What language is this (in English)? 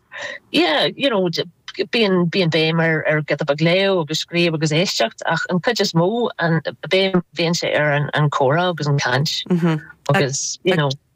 Irish